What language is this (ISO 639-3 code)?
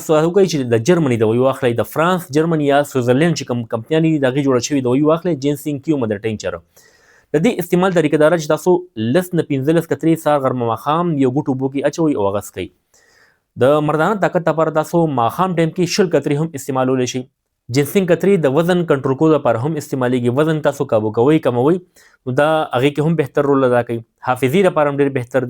pus